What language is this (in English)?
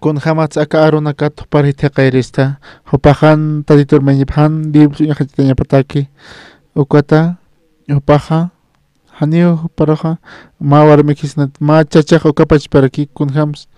Aymara